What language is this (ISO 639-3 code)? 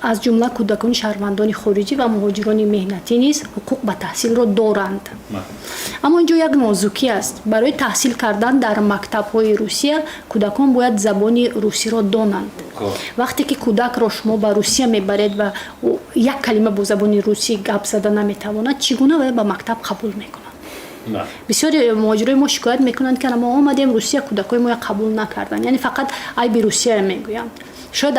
tgk